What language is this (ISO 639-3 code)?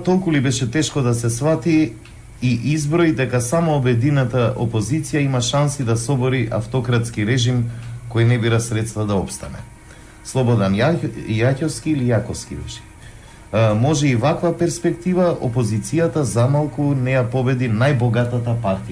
mkd